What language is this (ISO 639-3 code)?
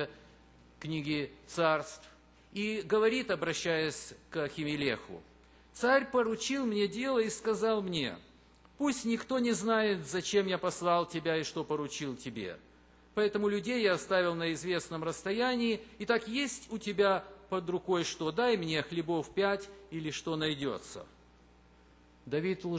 rus